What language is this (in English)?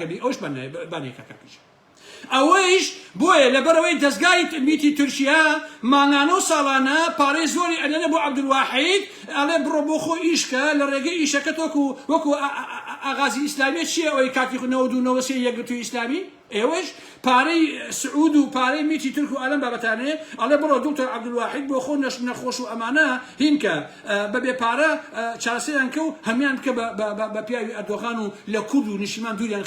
Central Kurdish